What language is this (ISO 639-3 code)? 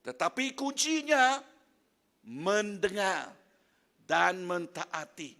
iba